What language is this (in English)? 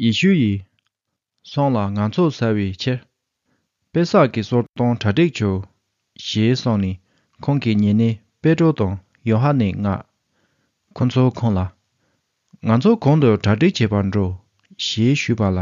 Tibetan